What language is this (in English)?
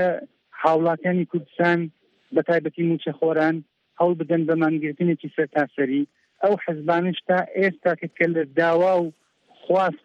Central Kurdish